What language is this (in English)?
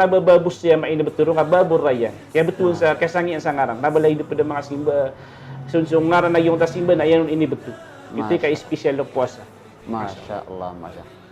Maranao